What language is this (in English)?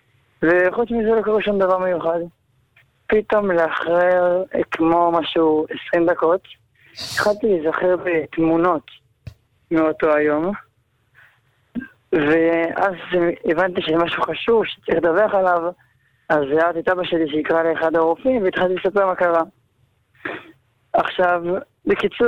Hebrew